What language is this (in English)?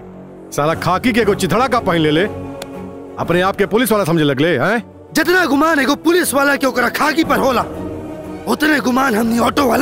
Bhojpuri